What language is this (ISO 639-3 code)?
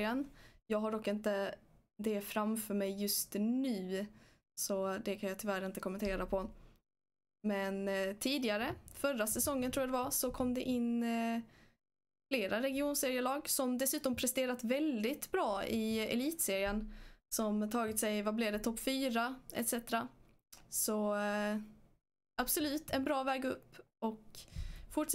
swe